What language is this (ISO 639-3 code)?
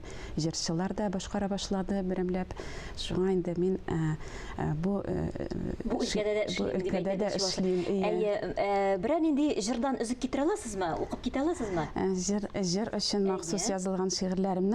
tat